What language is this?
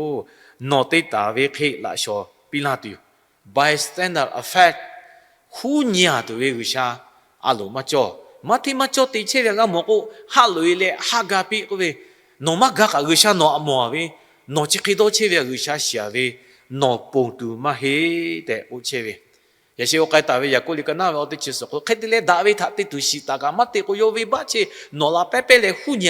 Lahu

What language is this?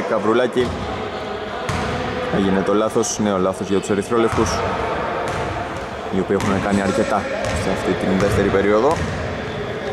Greek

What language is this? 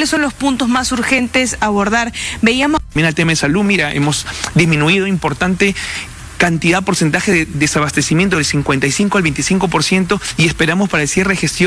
Spanish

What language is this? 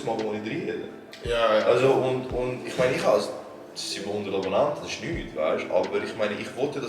Swiss German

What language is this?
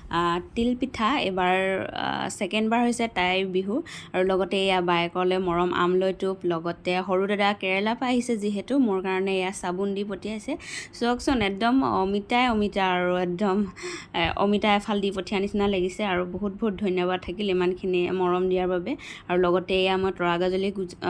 Assamese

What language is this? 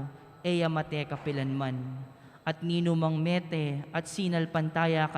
Pampanga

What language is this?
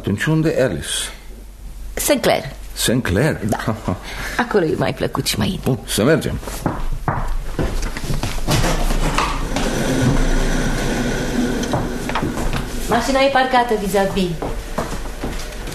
Romanian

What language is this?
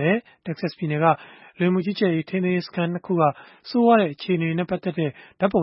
Burmese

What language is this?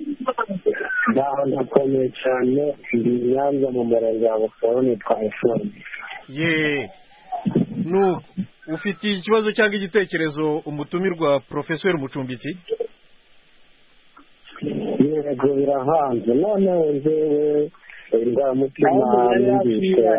Kinyarwanda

